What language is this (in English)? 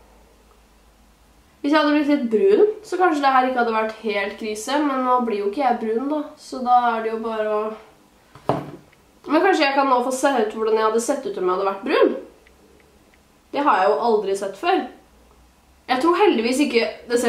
Norwegian